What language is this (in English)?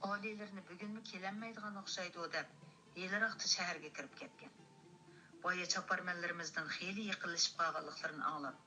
Uyghur